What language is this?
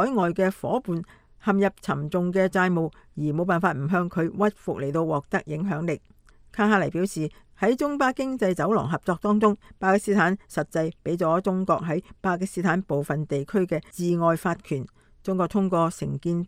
Cantonese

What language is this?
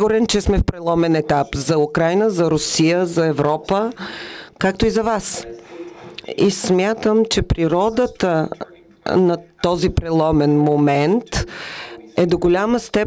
Bulgarian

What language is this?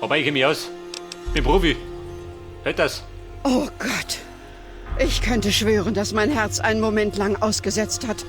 Bavarian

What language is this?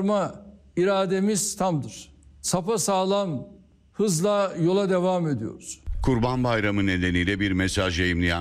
Turkish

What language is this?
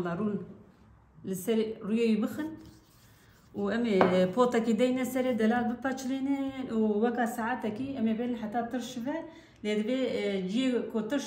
Kurdish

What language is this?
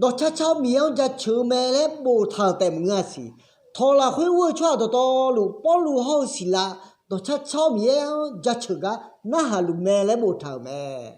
Akha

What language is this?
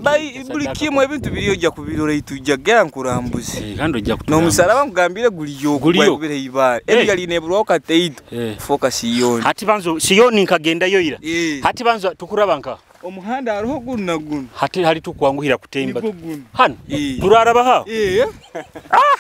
Nyoro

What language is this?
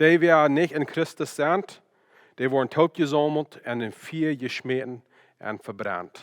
Plautdietsch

